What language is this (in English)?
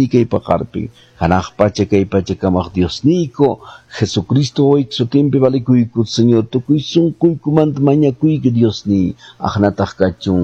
Quechua